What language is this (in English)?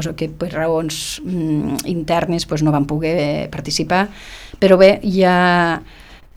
Catalan